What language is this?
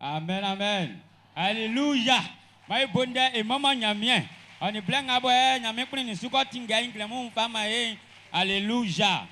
Baoulé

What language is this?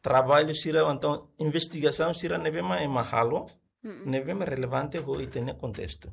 Tetum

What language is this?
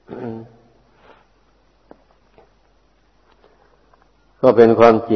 Thai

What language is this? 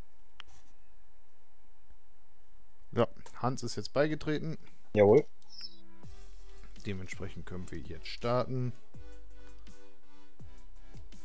German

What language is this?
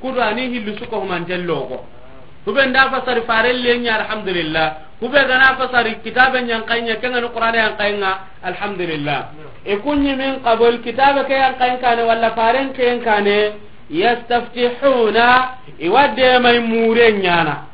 Soninke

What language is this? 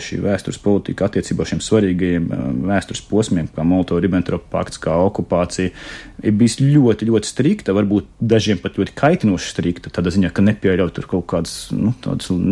Latvian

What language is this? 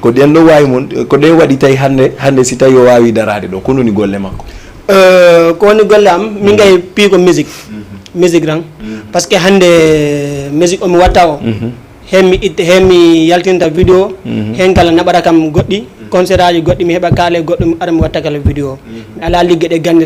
Fula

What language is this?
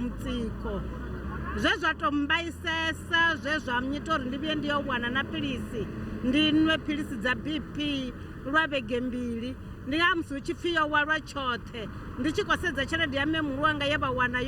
Venda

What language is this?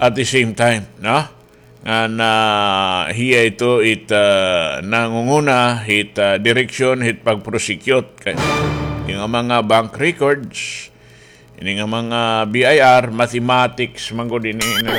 Waray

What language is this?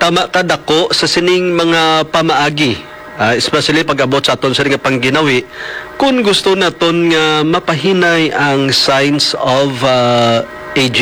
Hiligaynon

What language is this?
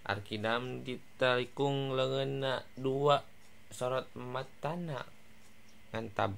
Sundanese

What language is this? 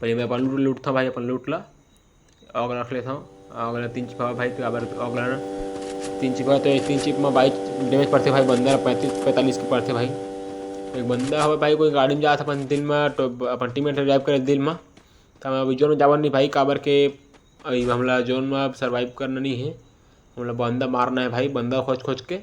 Chhattisgarhi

